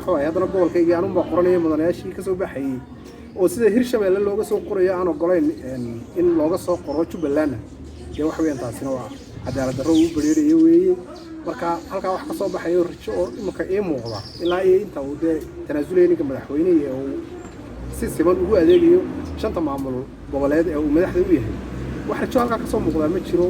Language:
Somali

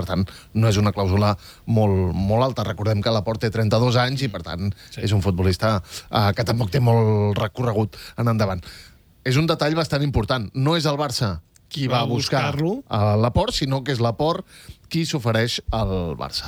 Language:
Catalan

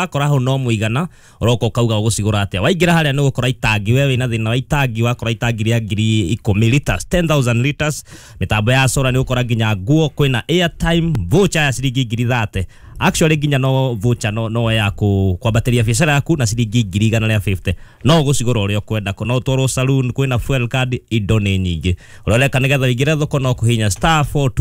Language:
Kikuyu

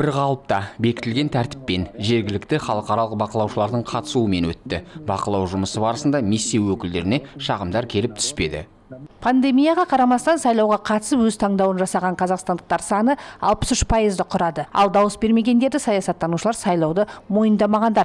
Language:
Kazakh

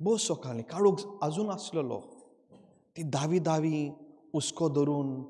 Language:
Konkani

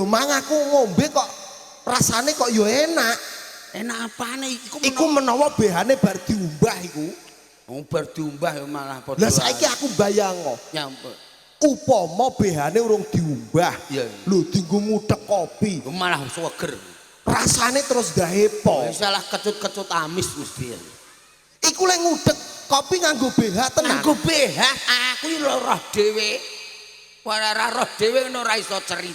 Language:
Javanese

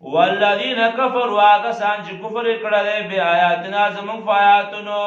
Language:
Pashto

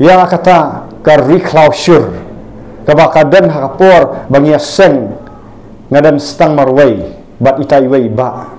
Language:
Khasi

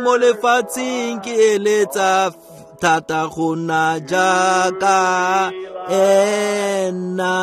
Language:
Tswana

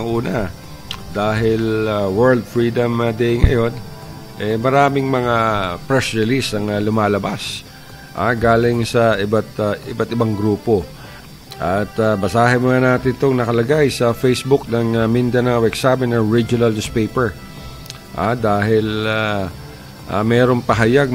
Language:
Filipino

